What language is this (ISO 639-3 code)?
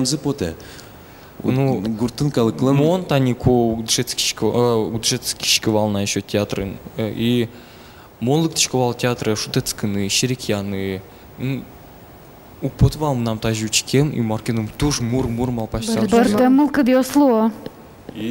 udm